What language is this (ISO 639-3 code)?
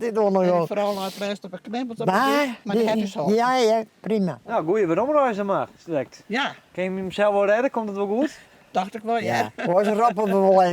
fry